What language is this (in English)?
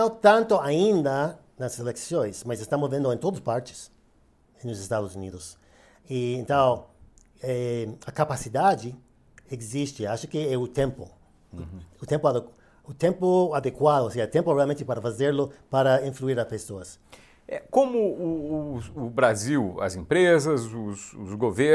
Portuguese